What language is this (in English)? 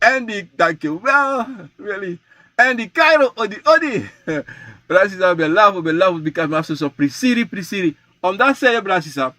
Sranan Tongo